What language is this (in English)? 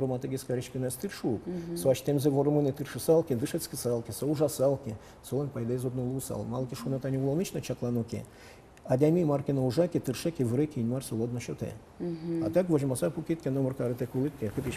Udmurt